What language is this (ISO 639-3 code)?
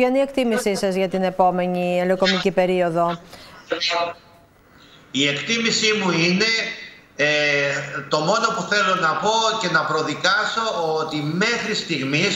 ell